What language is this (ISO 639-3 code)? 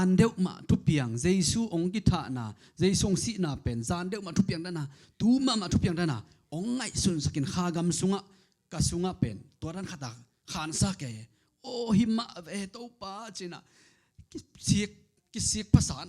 ctd